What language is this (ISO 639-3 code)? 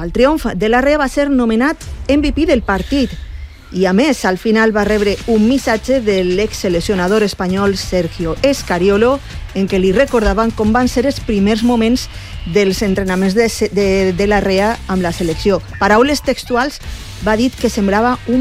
cat